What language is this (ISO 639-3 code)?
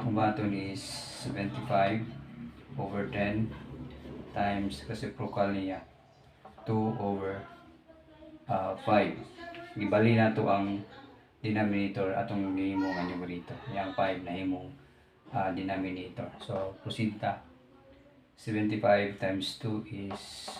ceb